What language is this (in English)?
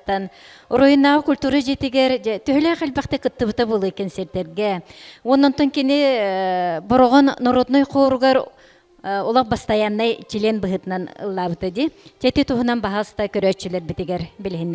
Yakut